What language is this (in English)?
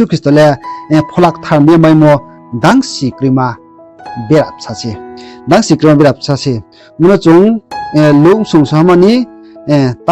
Riang (India)